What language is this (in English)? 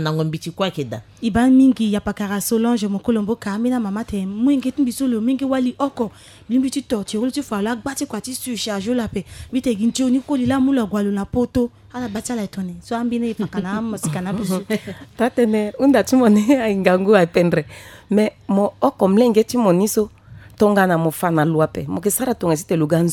Sango